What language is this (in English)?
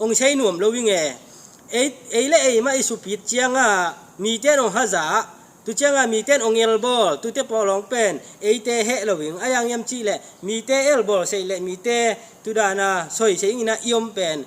Tedim Chin